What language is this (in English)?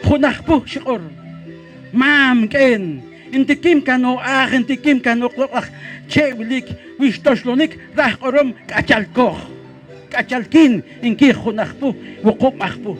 Poqomchi'